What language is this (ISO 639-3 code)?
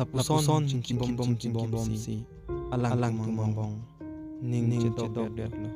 mjw